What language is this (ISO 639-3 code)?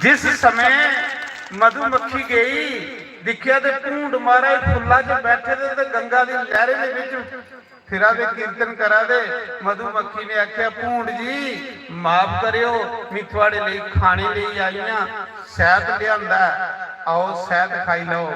doi